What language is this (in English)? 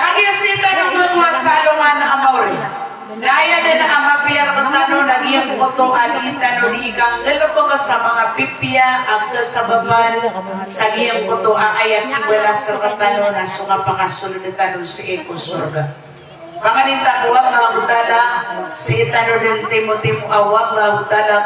Maranao